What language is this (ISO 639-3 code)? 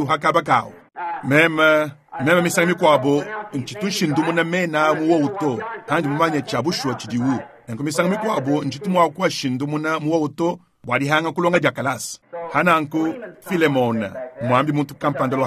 lua